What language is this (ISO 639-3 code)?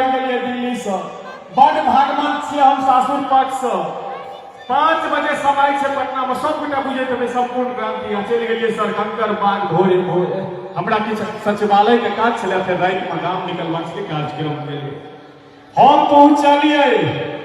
mai